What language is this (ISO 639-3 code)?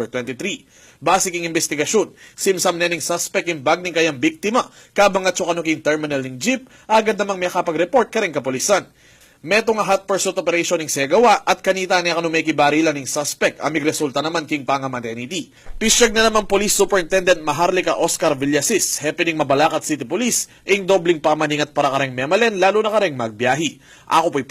pam